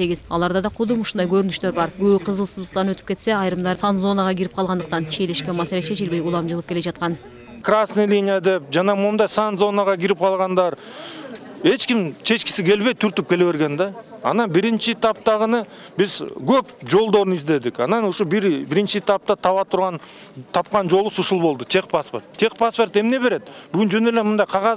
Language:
Kyrgyz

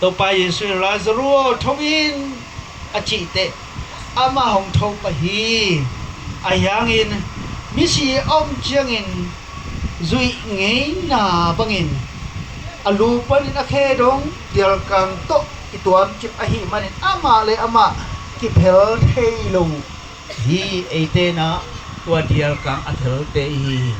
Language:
Tedim Chin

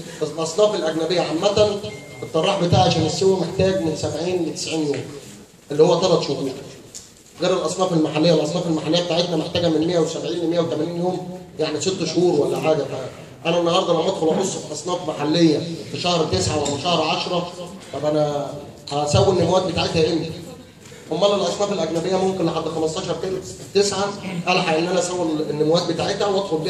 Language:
Egyptian Arabic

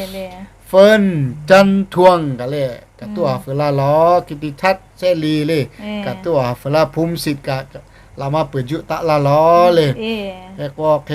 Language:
Lahu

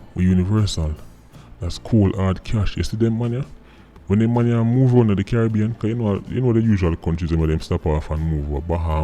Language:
Jamaican Creole English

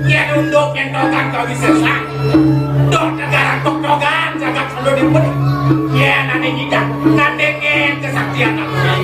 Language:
Balinese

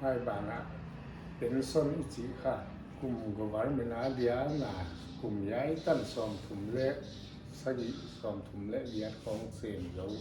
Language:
Paite Chin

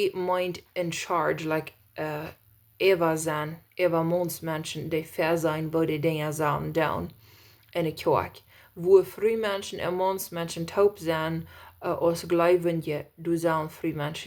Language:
Plautdietsch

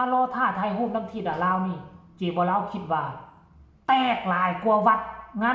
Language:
Northeastern Thai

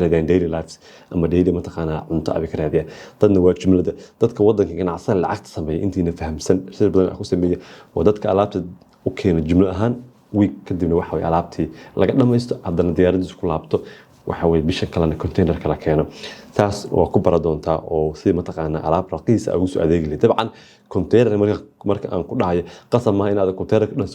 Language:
Somali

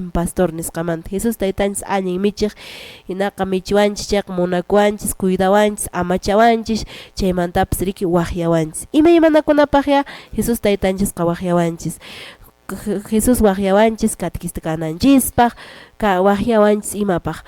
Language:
Quechua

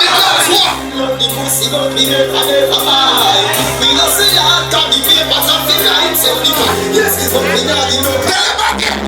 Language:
Jamaican Creole English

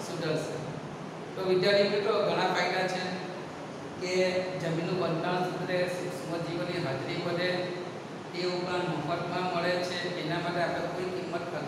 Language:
Gujarati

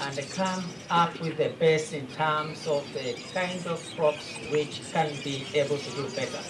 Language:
Kamba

